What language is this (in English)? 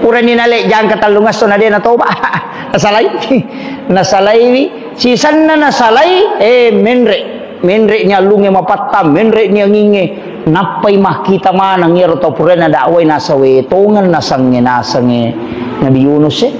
Buginese